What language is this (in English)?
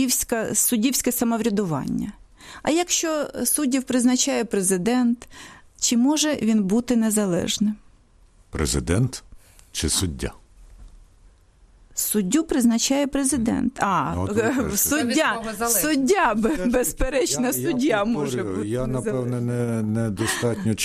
Ukrainian